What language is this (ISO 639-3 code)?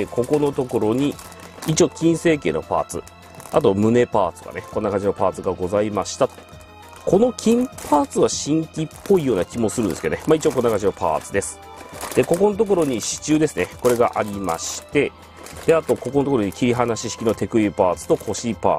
jpn